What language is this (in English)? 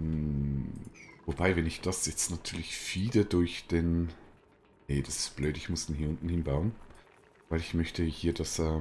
Swiss German